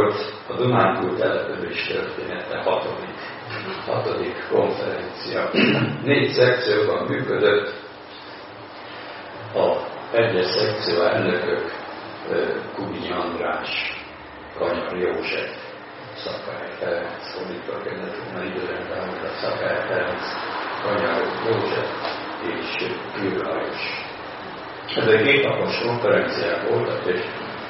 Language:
Hungarian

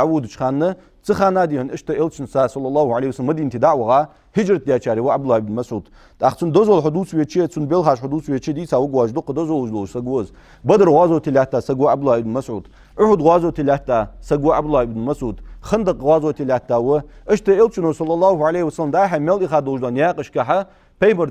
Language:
Ingush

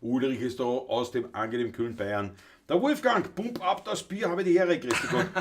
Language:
Bavarian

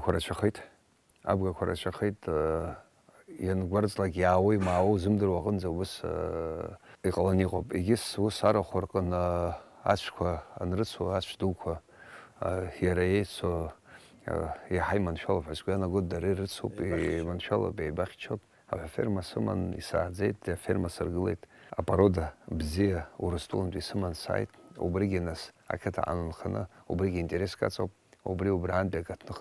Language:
Abkhazian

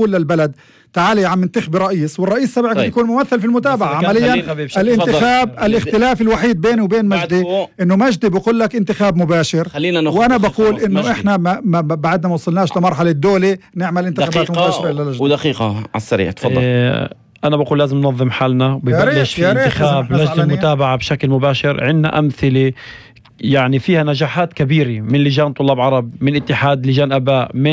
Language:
North Levantine Arabic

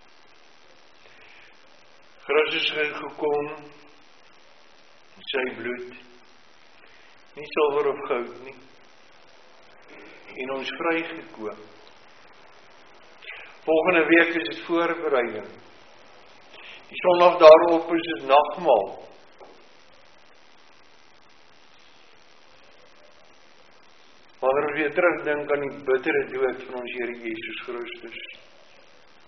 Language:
Afrikaans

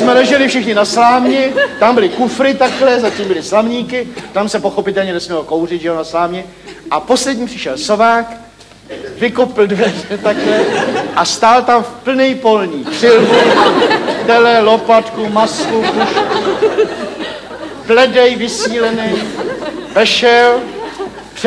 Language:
Czech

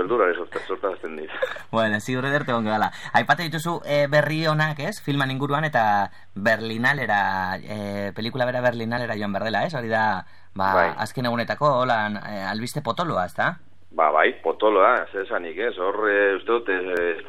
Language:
Basque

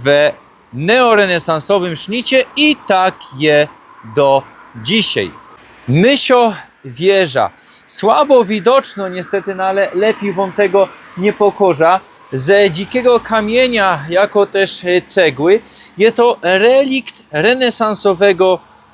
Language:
Silesian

